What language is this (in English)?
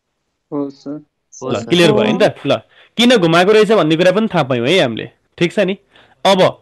Nepali